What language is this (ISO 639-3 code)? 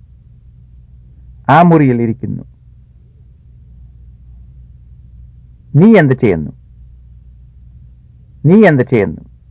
mal